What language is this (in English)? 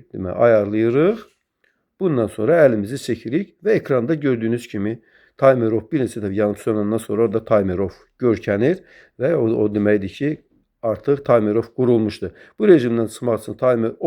Azerbaijani